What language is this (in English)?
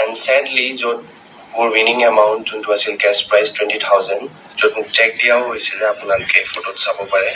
Karbi